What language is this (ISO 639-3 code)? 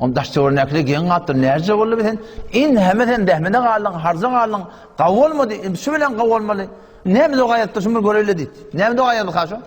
tuk